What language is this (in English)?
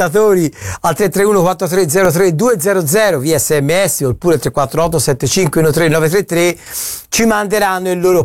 Italian